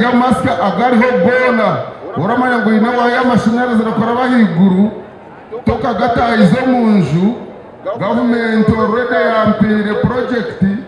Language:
Nyankole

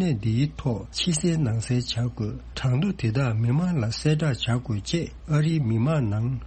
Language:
Tibetan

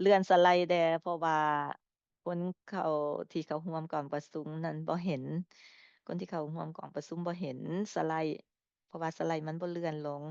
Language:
Lao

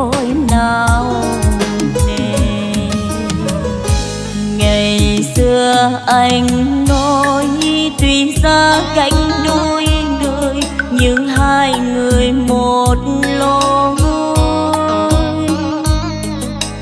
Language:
Vietnamese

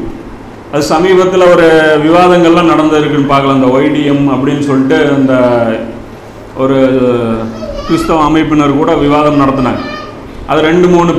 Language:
Tamil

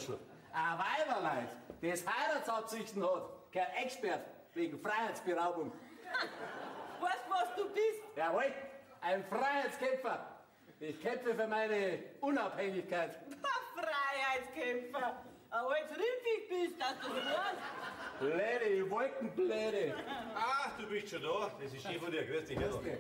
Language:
Bavarian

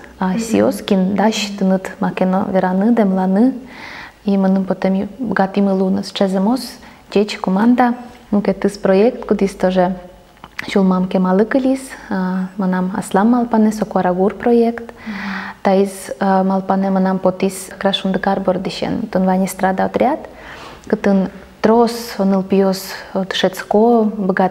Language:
Udmurt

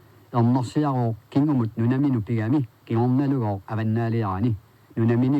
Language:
Kalaallisut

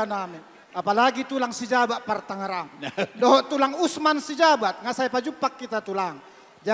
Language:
Batak Toba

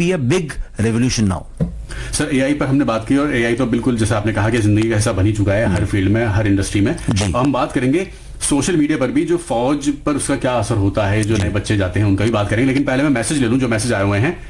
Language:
Hindi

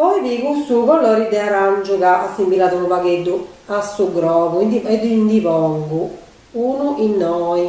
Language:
Sardinian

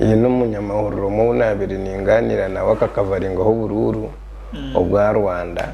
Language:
Nyankole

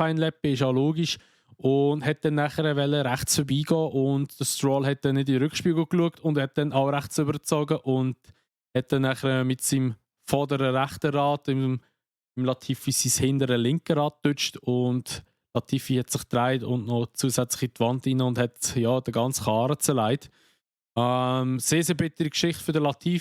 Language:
Swiss German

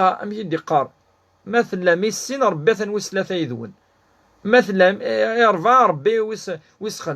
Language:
Kabyle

